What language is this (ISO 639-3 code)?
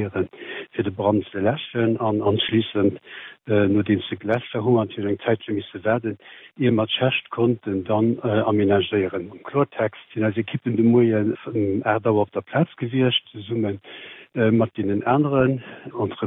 ltz